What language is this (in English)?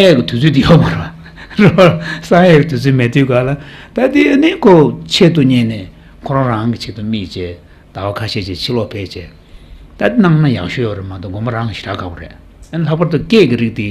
Tibetan